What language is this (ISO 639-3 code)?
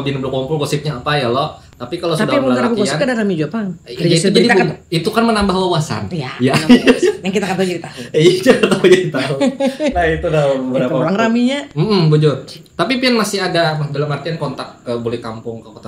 bjn